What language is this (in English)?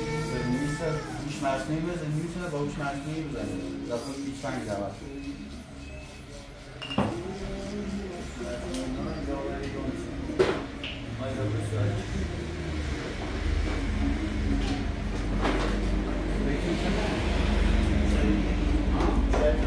Persian